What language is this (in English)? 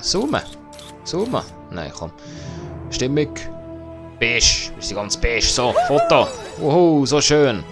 Swiss German